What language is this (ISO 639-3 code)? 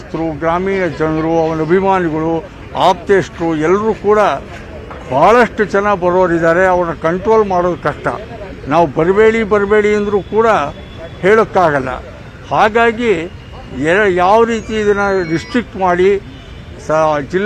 kan